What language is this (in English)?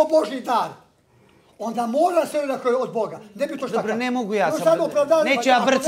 Serbian